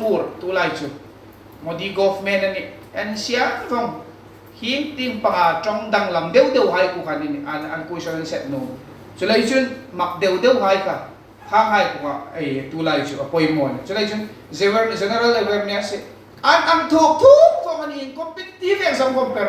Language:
Hmar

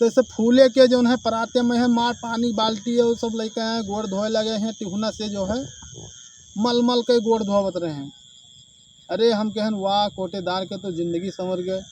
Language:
Awadhi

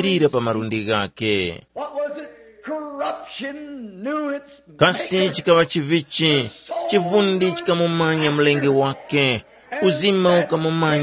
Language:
Tumbuka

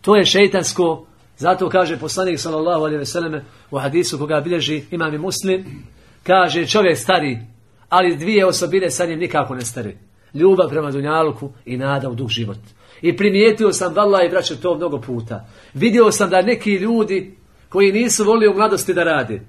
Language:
Bosnian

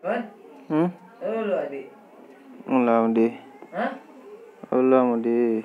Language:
Minangkabau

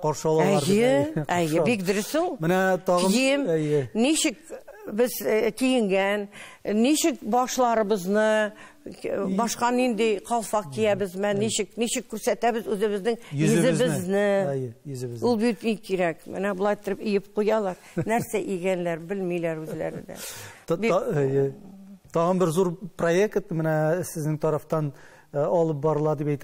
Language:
Tatar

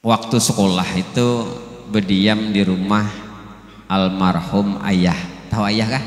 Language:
Banjar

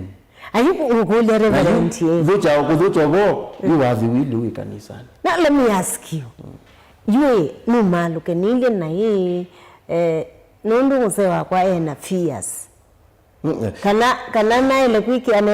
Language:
Kamba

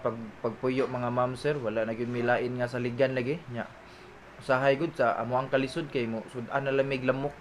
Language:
Cebuano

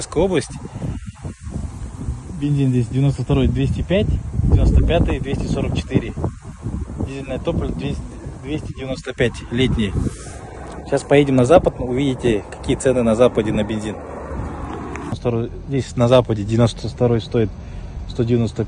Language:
Russian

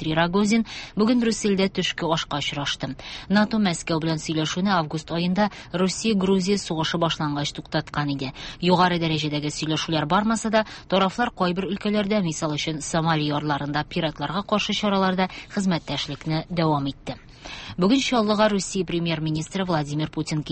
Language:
Tatar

